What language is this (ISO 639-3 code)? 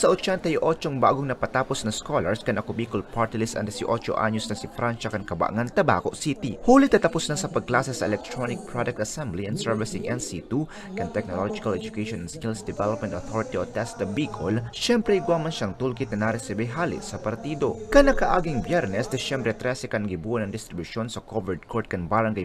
bik